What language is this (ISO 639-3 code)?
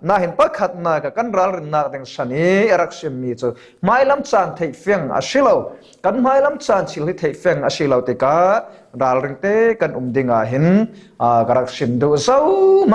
cfm